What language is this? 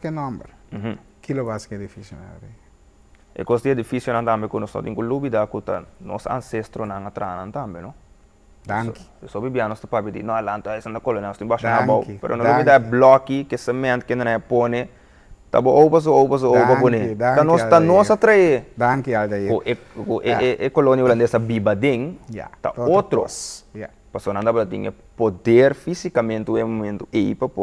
Papiamento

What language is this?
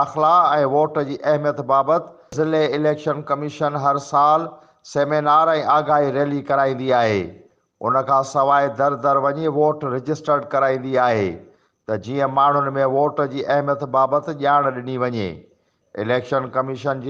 Sindhi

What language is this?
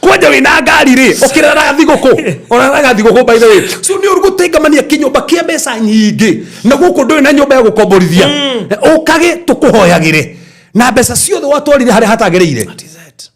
Kikuyu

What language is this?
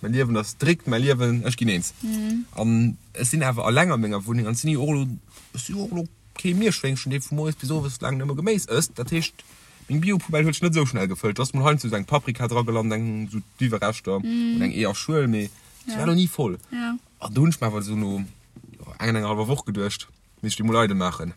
Luxembourgish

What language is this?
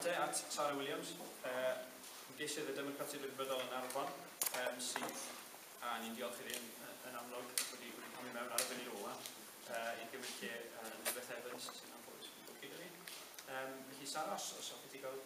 Welsh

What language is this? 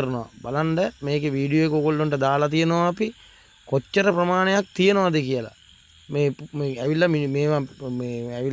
Sinhala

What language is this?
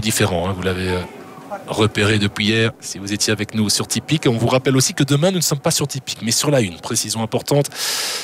French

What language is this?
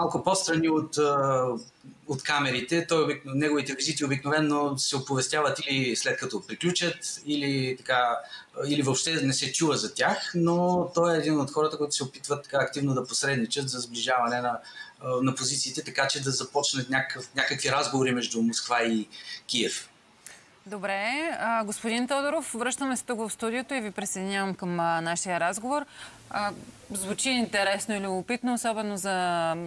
Bulgarian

